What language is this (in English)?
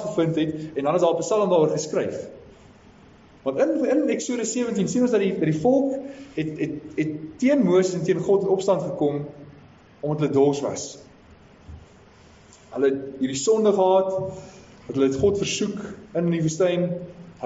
Afrikaans